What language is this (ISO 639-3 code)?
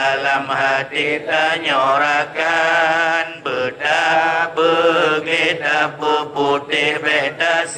ace